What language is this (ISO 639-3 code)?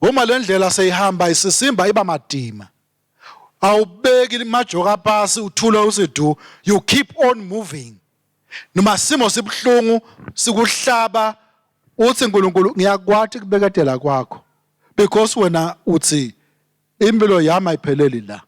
ssw